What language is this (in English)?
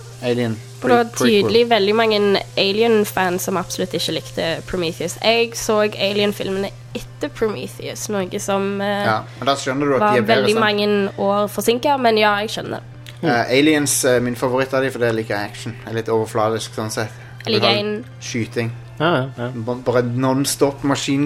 Norwegian